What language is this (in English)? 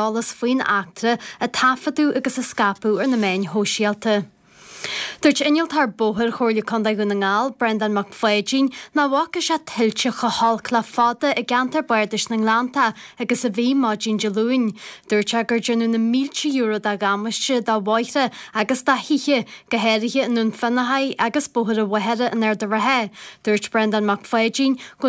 Irish